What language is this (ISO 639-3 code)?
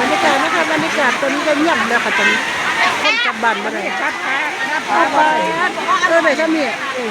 tts